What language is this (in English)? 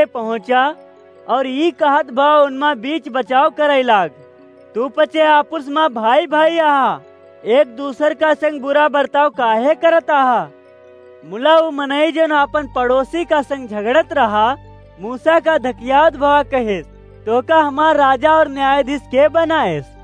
Awadhi